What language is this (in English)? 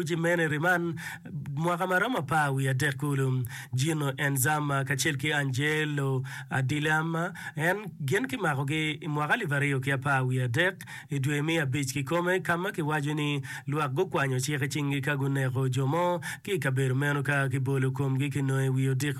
Acoli